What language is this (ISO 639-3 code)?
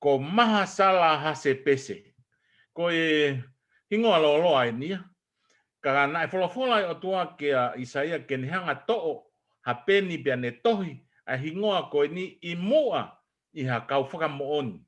ton